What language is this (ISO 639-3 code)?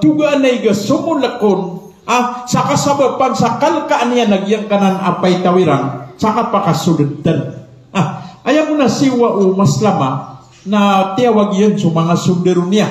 mrw